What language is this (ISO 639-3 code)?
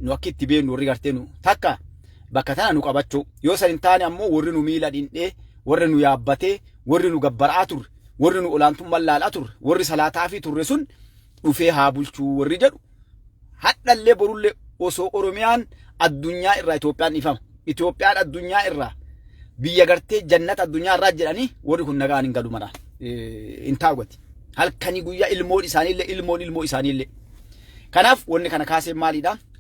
orm